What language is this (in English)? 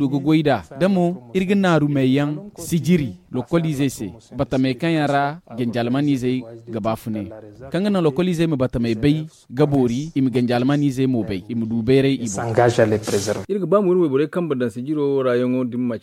Zarma